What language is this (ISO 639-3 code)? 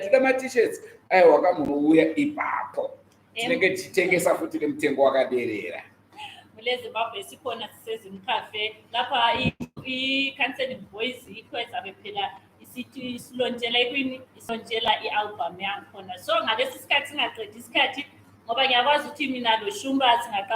sna